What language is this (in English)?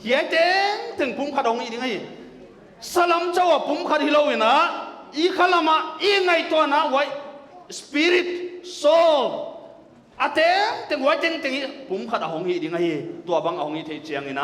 Paite Chin